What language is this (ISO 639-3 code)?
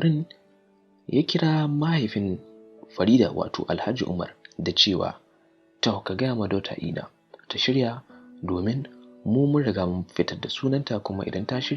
hau